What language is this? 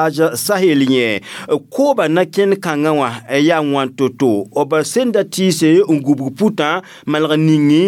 Mossi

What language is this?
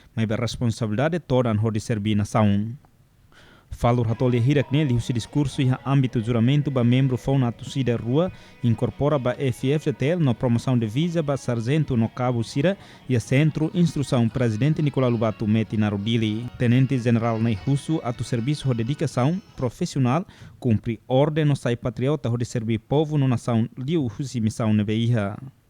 Tetum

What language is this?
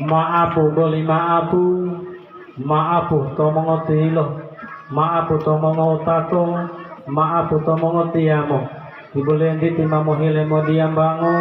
Gorontalo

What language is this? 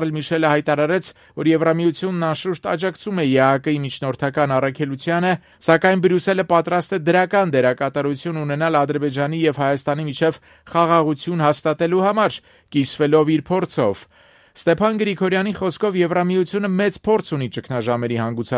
Armenian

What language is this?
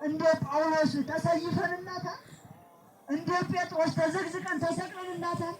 Amharic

